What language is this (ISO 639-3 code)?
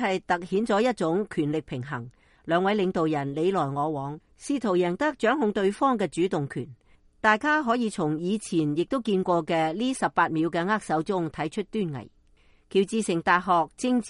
yue